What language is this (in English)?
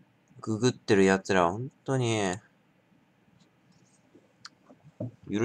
Japanese